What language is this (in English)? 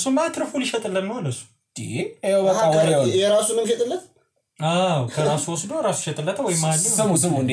Amharic